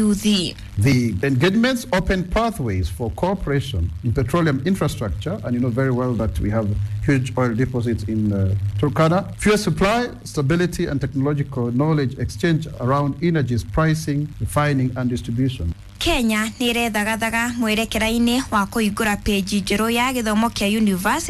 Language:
Kikuyu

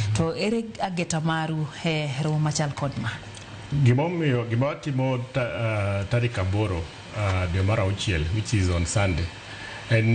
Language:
Luo (Kenya and Tanzania)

